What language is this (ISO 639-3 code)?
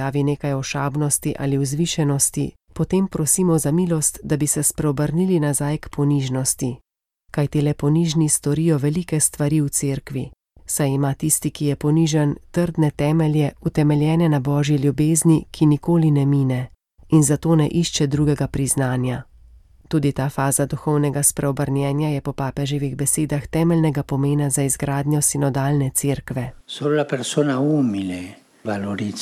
slv